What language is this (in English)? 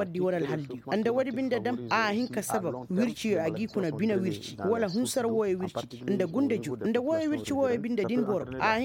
Koyraboro Senni